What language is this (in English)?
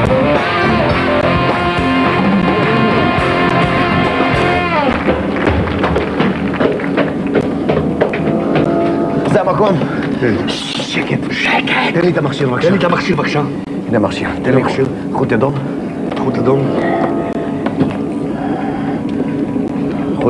Hebrew